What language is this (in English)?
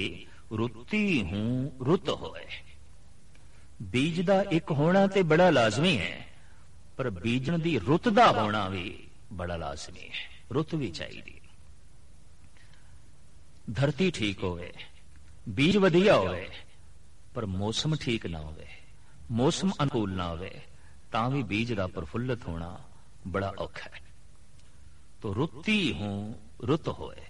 Punjabi